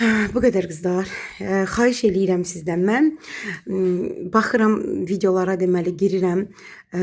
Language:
Azerbaijani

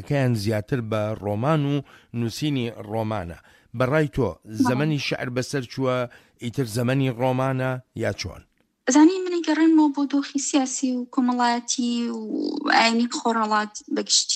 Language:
Central Kurdish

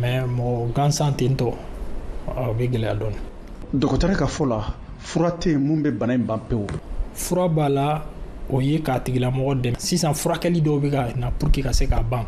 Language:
Bambara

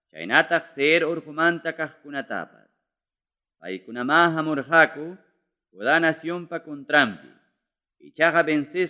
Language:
Ayacucho Quechua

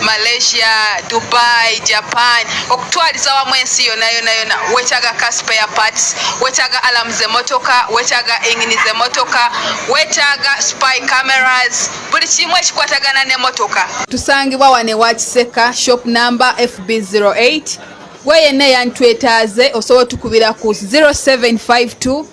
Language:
Ganda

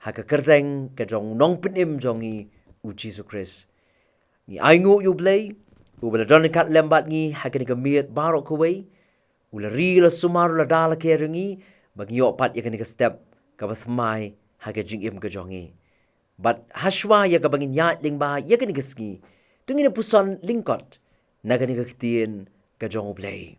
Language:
Khasi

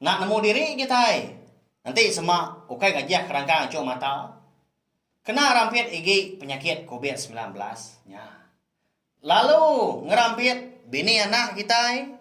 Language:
Iban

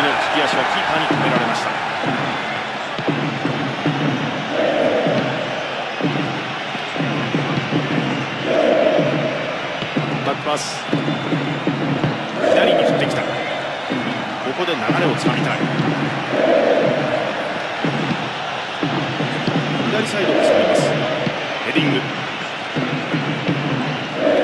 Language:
Japanese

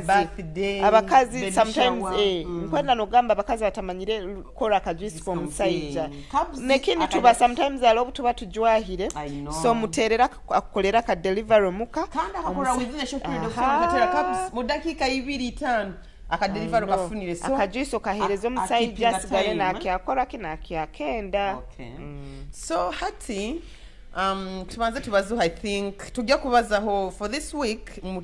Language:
Nyoro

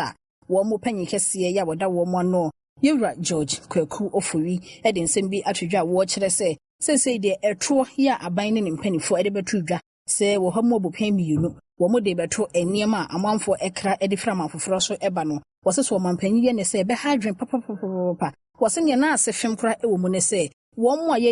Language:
Akan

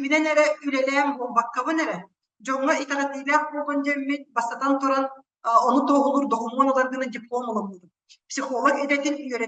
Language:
Yakut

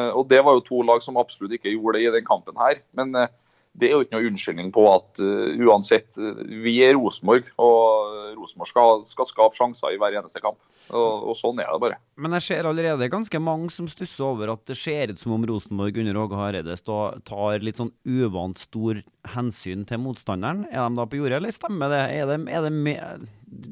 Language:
Norwegian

